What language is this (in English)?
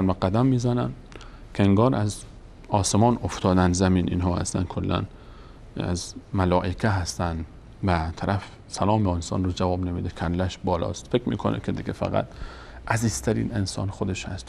Persian